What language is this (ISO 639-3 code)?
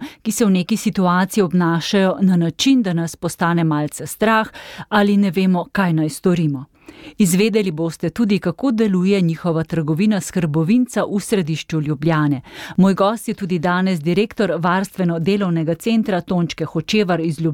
slv